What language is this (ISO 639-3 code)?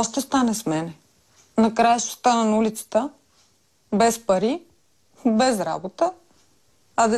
bul